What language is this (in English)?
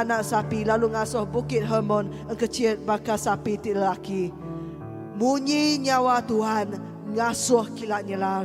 Iban